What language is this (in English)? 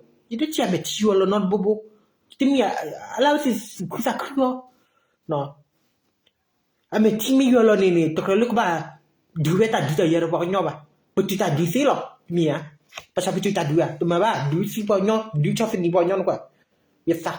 S'gaw Karen